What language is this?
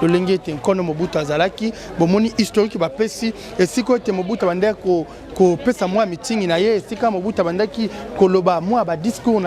Lingala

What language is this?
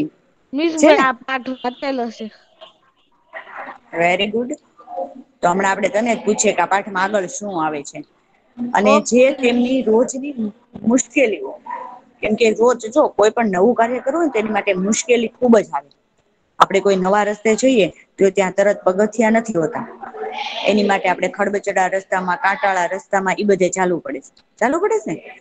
Gujarati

